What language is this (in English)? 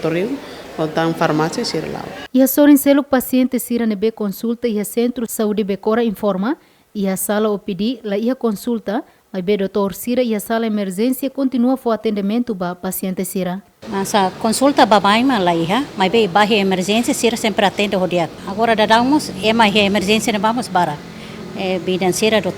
Tetum